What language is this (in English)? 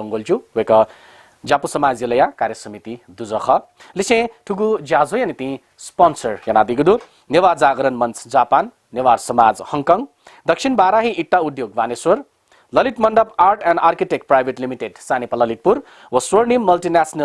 Newari